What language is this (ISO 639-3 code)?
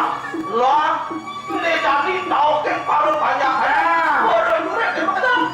ban